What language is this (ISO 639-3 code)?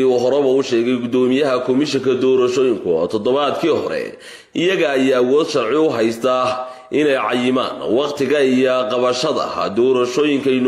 som